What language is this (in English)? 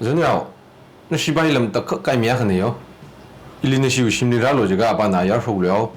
Tangkhul Naga (India)